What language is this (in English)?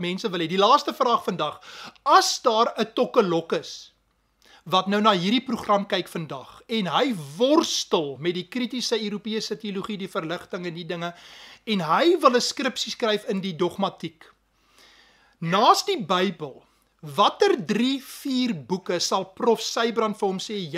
Afrikaans